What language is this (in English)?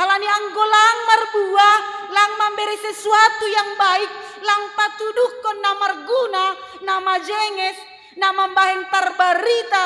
Batak Simalungun